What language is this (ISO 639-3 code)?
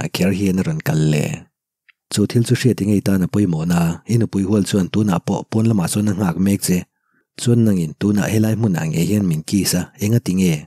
lus